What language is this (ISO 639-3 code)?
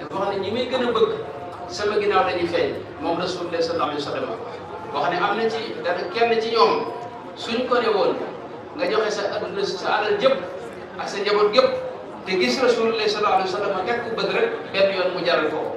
wol